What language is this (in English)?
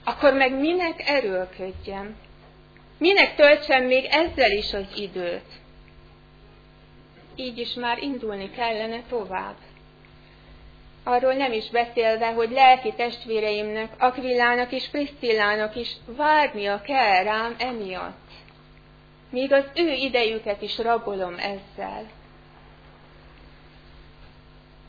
Hungarian